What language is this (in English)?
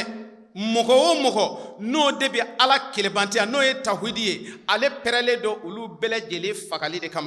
Bambara